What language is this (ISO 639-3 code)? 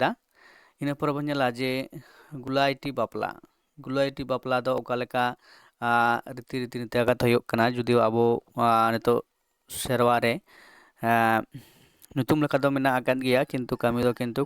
sat